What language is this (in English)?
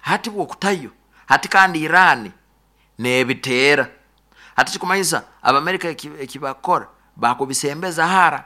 Nyankole